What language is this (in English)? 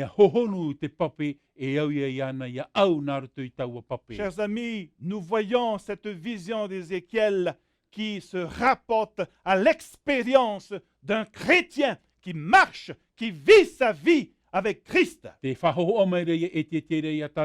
Tahitian